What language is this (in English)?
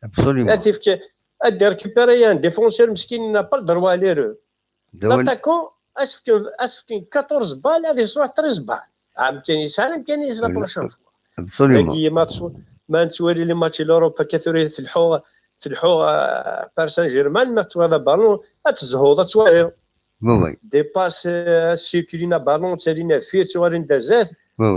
Kabyle